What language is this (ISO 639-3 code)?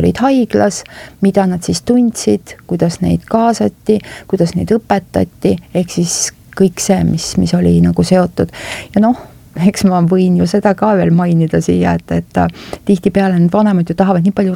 est